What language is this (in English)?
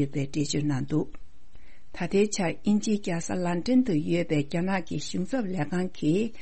Tibetan